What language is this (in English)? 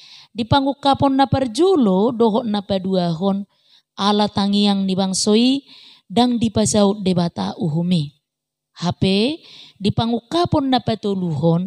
Batak Toba